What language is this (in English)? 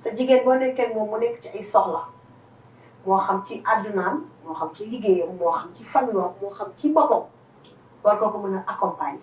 Wolof